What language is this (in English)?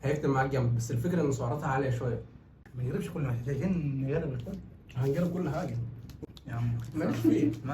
Egyptian Arabic